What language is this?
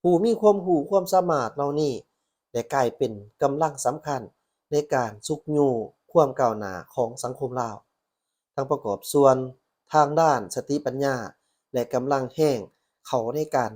Lao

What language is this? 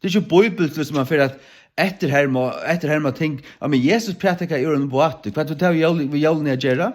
Faroese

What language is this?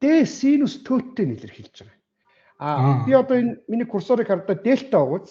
Mongolian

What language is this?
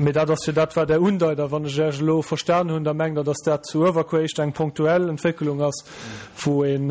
Luxembourgish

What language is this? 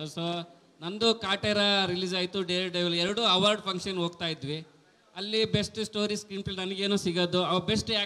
Kannada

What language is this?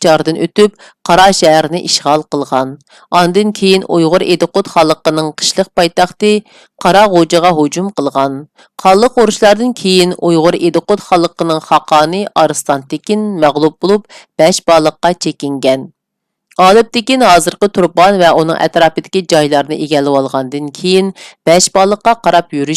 Uyghur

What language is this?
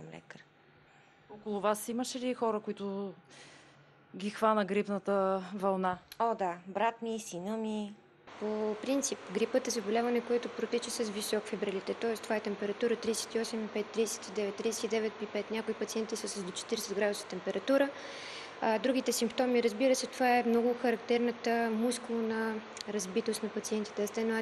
Bulgarian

